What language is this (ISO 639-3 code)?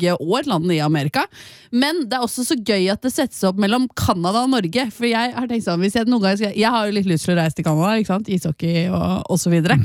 nor